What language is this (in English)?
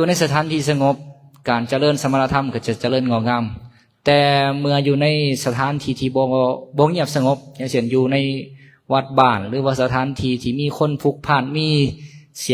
Lao